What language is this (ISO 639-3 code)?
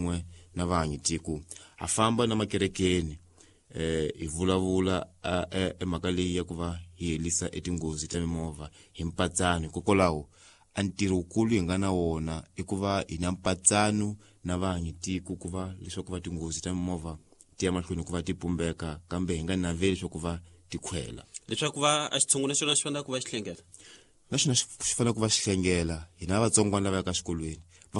tso